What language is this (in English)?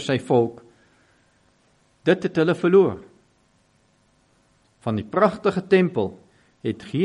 Afrikaans